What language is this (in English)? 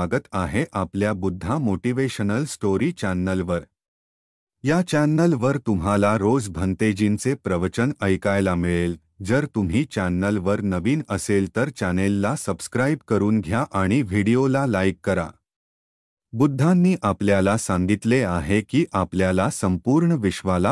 Marathi